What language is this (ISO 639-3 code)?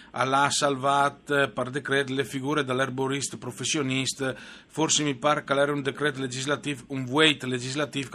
fur